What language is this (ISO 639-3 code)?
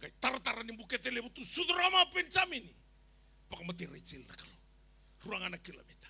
fij